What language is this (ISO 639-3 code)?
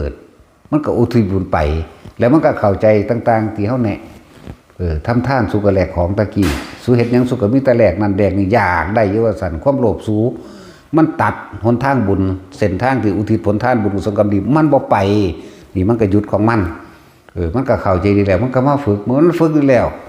tts